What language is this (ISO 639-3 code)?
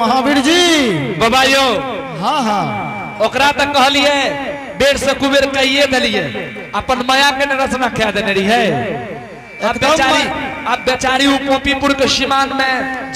anp